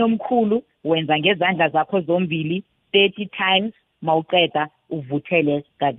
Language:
South Ndebele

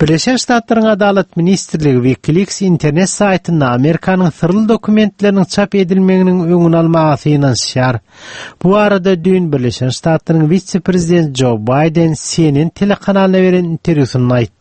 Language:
Turkmen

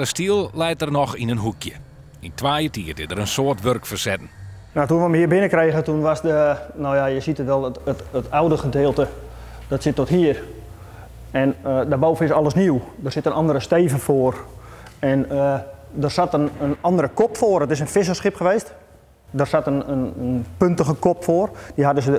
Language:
Western Frisian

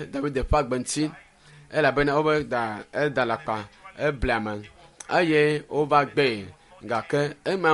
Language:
Ewe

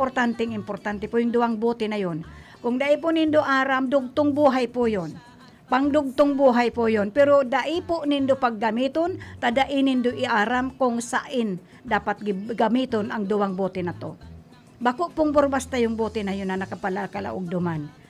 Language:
Bikol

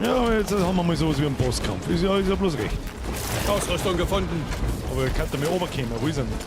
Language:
Bavarian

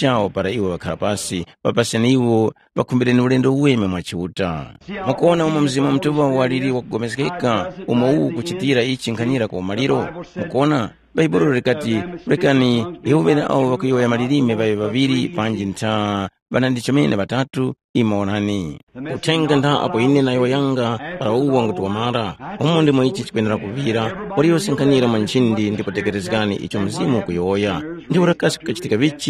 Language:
Tumbuka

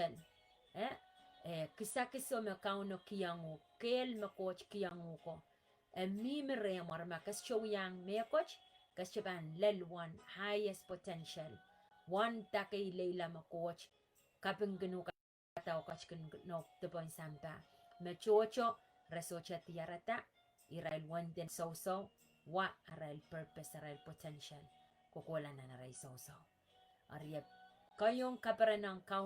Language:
Pohnpeian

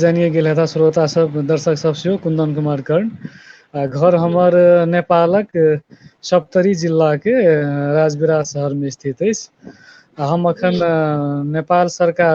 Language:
Maithili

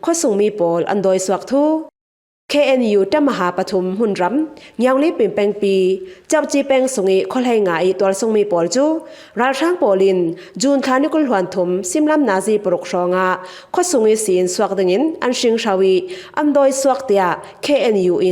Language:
Falam Chin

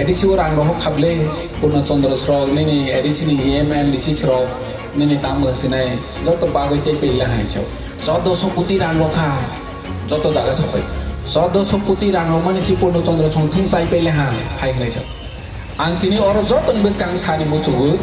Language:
Kok Borok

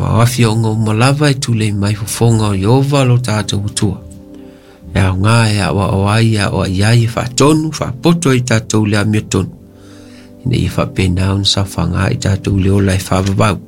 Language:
Samoan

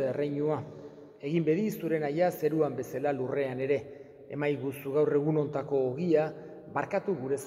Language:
Basque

